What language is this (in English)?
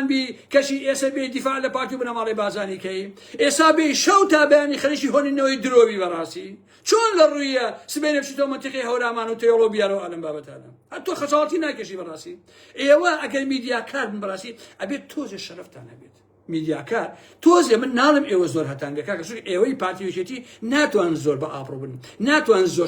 Central Kurdish